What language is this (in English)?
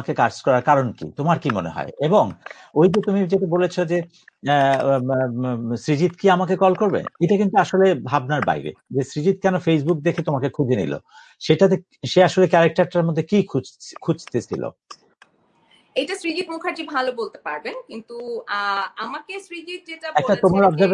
Bangla